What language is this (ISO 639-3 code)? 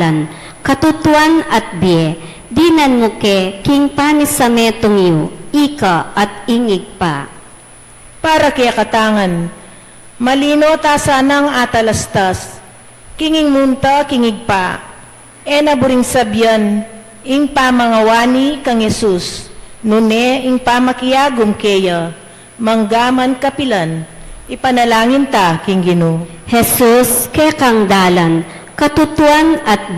pam